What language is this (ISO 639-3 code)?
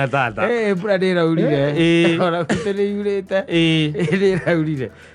kik